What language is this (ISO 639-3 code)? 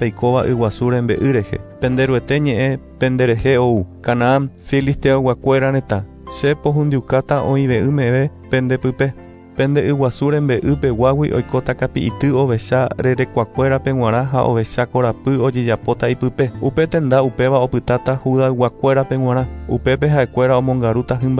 grn